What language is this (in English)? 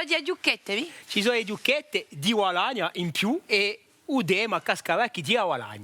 Corsican